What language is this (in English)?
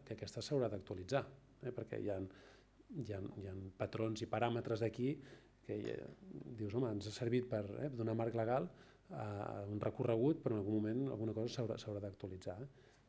Catalan